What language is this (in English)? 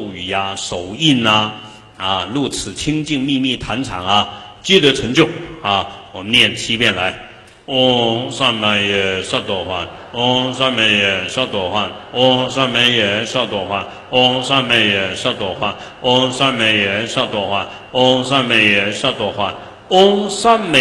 Chinese